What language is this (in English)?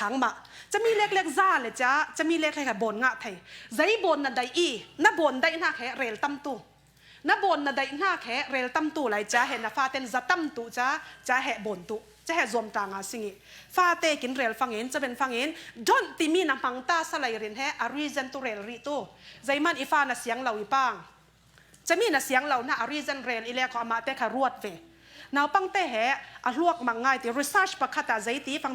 Falam Chin